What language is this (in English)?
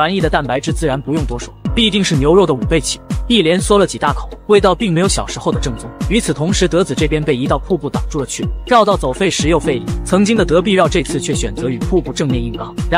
Chinese